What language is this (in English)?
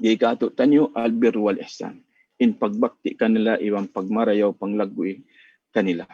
Tausug